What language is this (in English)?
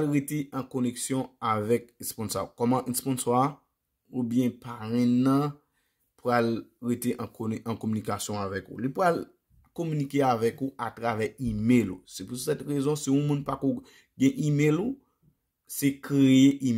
Haitian Creole